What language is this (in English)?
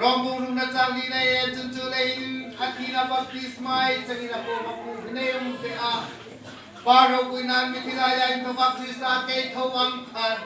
Hmar